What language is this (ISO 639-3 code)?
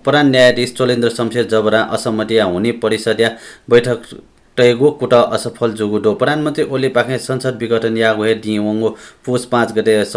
new